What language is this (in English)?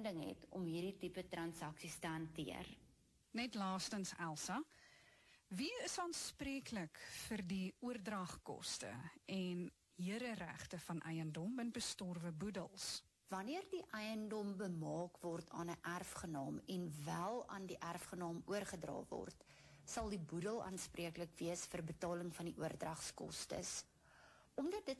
Afrikaans